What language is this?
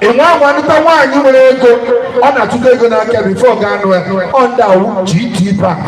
Igbo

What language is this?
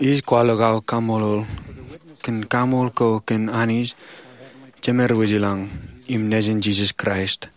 Marshallese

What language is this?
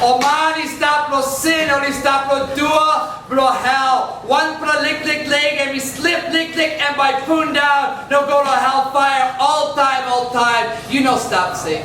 Tok Pisin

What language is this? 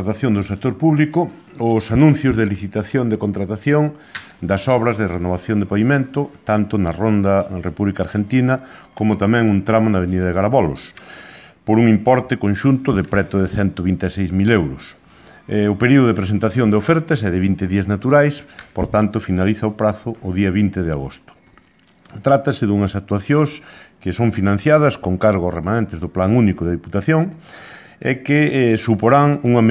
Galician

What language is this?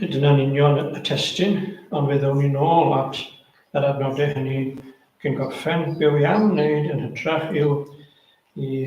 Welsh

